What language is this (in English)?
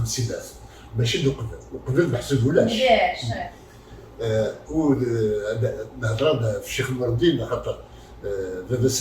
Kabyle